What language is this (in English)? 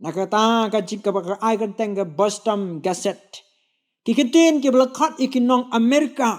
Khasi